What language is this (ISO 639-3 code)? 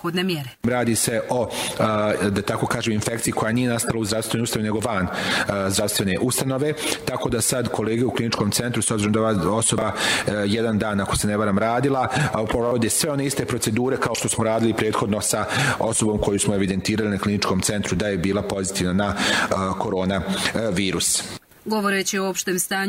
hrv